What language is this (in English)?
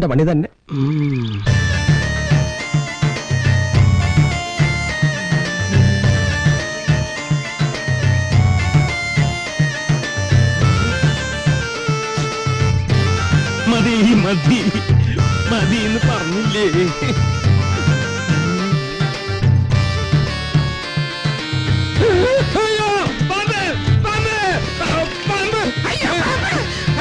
Malayalam